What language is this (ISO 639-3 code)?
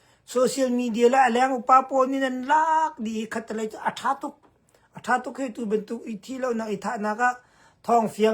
cnh